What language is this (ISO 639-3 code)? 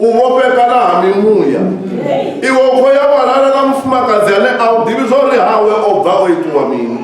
ven